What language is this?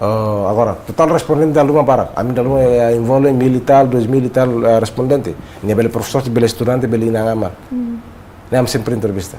Tetum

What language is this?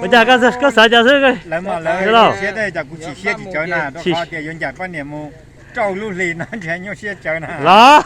Hmong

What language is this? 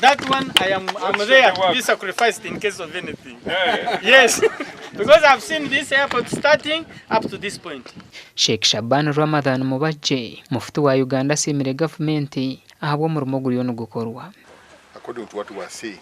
Nyankole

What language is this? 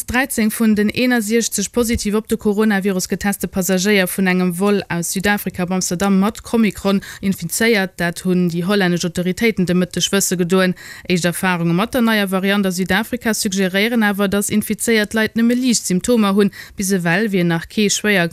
Luxembourgish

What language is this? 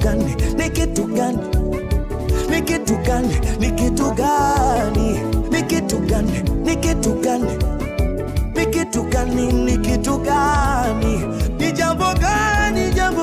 Swahili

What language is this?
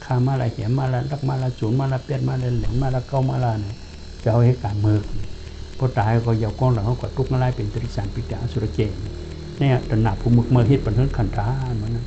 Shan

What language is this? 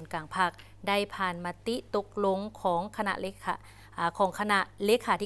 Lao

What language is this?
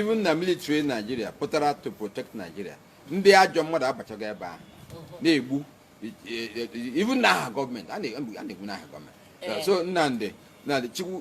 Igbo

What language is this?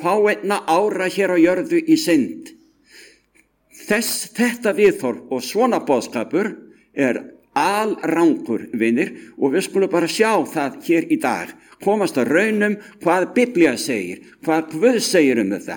Icelandic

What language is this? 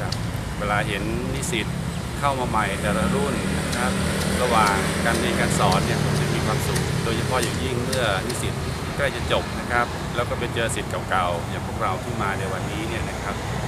Thai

